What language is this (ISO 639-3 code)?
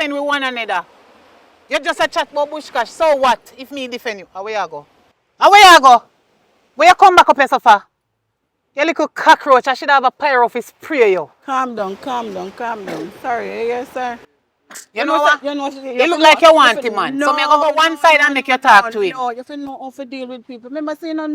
jam